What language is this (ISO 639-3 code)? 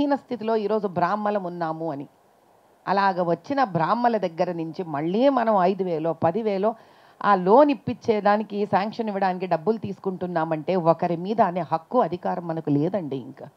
tel